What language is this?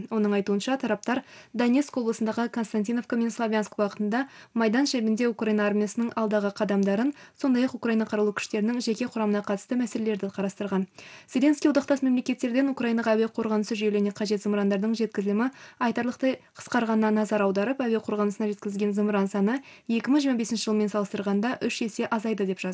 Kazakh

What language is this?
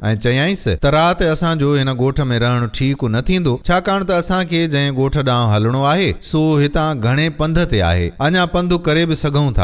Sindhi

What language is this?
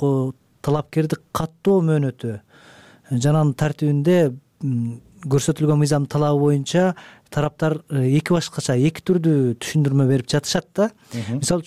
Kyrgyz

